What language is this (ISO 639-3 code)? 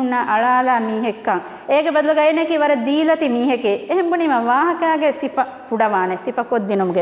div